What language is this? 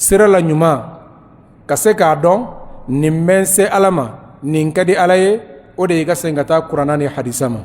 Bambara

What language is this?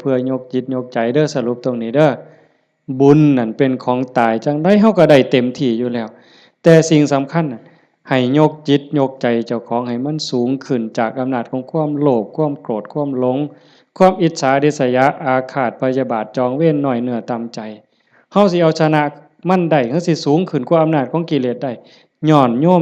Northeastern Thai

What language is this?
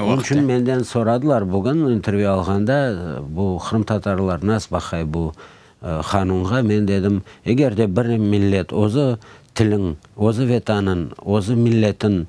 Crimean Tatar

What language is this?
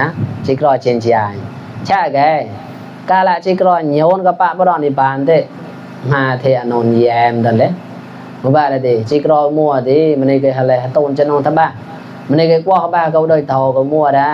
Mon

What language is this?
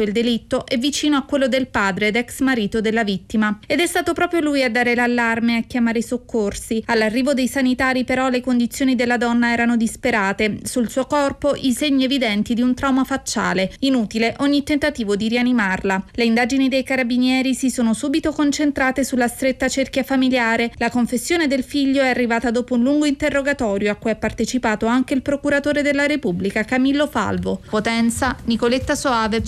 Italian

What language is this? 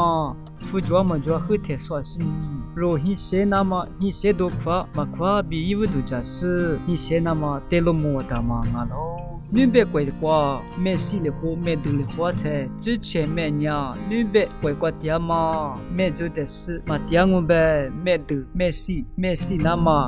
Lisu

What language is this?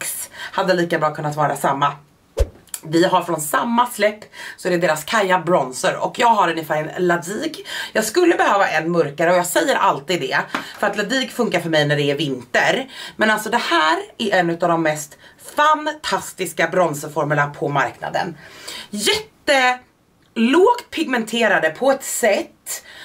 Swedish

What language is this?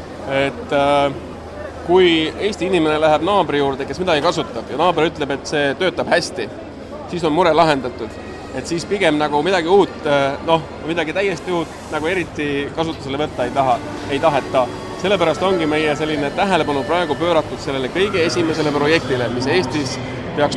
Estonian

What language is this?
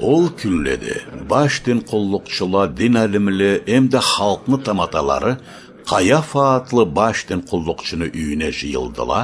Karachay-Balkar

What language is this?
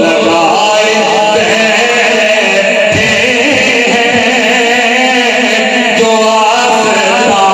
Saraiki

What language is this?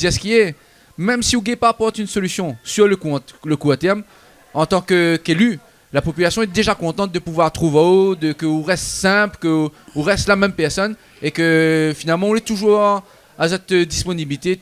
Réunion Creole French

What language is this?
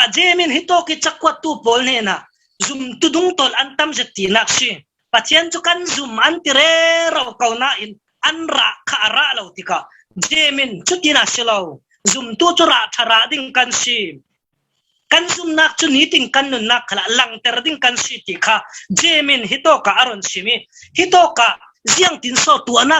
Falam Chin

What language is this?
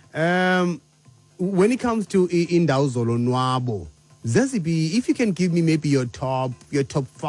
Xhosa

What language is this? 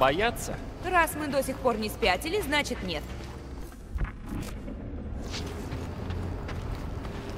Russian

